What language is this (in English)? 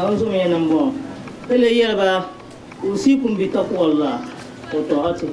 Dagbani